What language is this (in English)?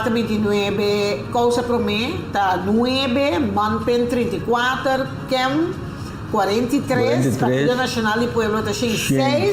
Papiamento